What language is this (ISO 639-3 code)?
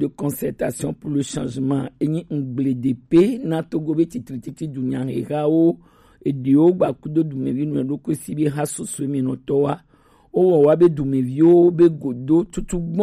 gej